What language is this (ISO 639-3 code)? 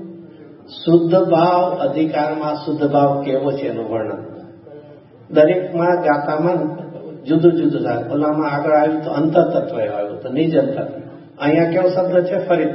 guj